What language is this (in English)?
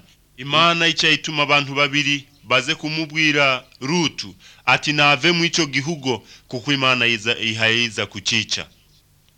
Kinyarwanda